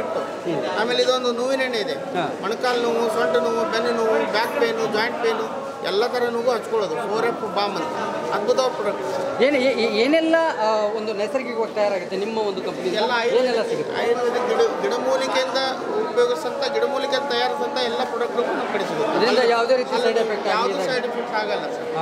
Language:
Kannada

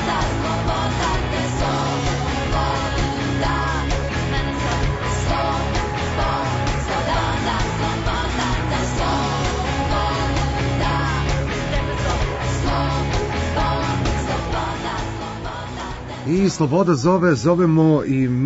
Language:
Serbian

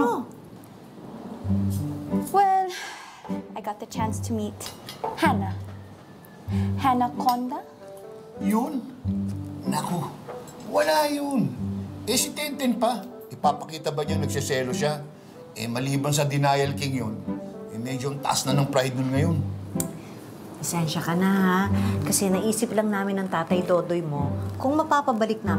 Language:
Filipino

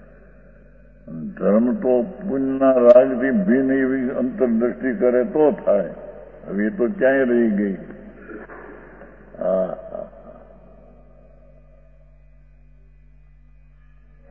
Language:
Gujarati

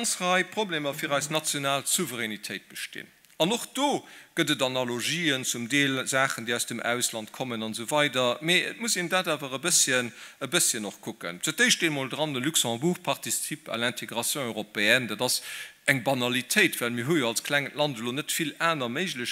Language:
Luxembourgish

